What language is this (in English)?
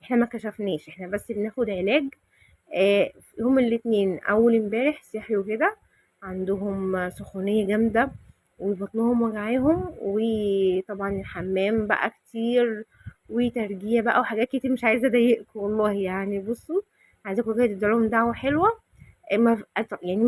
Egyptian Arabic